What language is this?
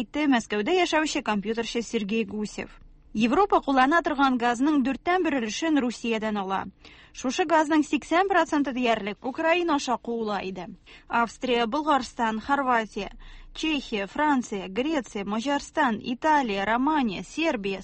Tatar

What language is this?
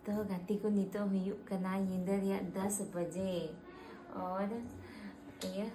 Santali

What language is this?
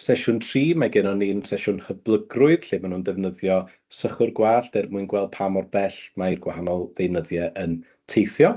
Welsh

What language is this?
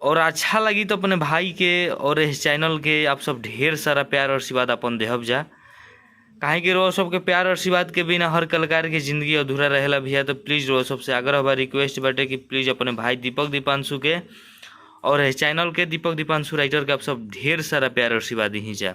Bhojpuri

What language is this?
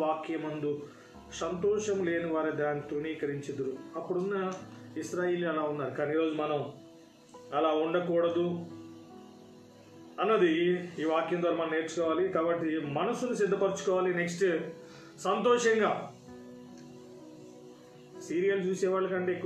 Telugu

